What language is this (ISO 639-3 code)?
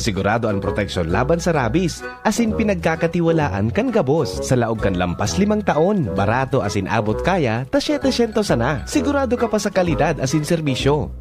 bik